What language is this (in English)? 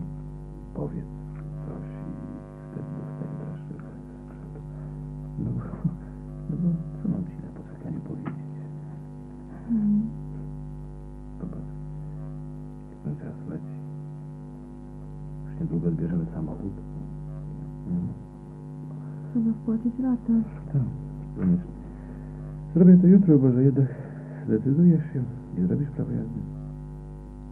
Polish